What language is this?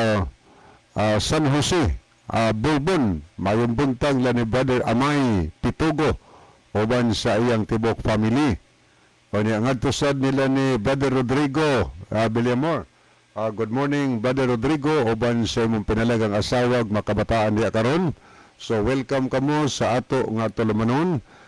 Cebuano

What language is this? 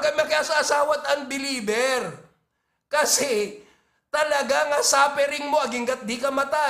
Iloko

